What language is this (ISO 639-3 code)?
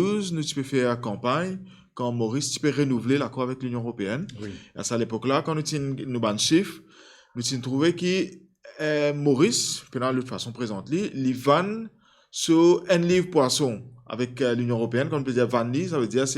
mfe